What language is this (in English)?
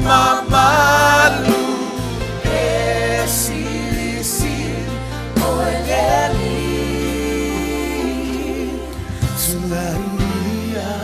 Samoan